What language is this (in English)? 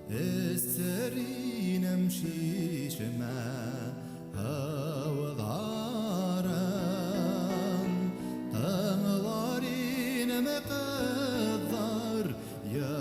Bashkir